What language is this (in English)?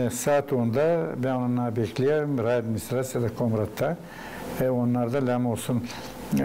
Gagauz